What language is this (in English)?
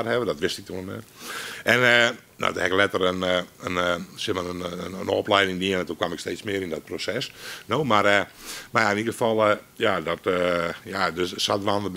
Dutch